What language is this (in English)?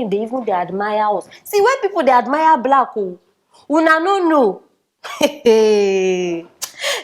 Nigerian Pidgin